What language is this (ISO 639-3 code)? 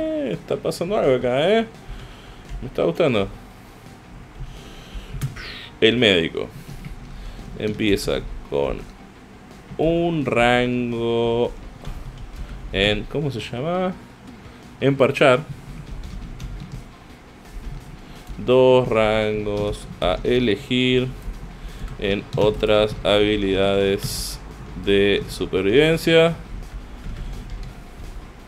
spa